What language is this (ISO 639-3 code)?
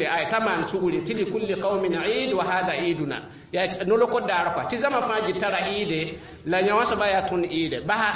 mos